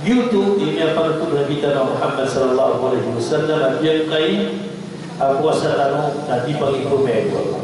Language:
Maranao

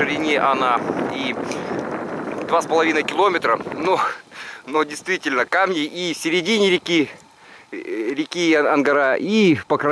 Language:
Russian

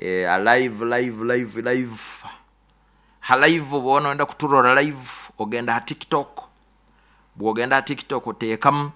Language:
Nyoro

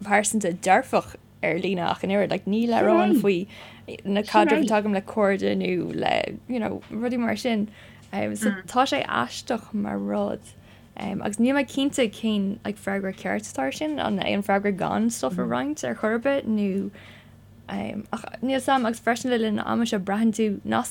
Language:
Irish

